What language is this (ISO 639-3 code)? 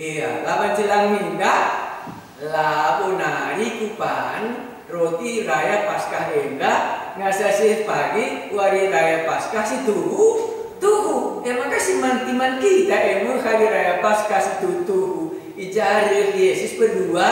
btx